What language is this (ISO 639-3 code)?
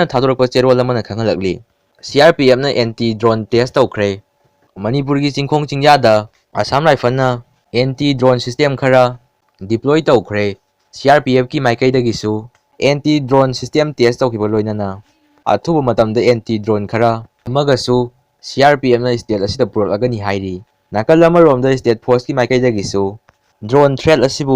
mni